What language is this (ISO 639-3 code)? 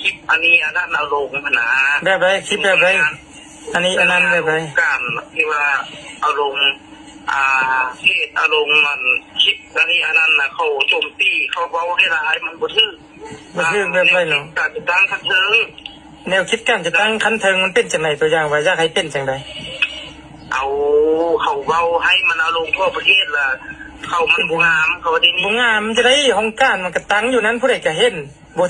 lao